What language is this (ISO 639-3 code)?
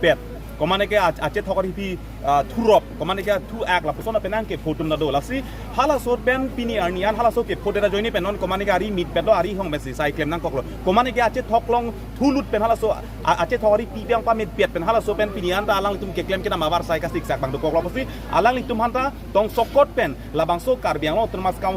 mjw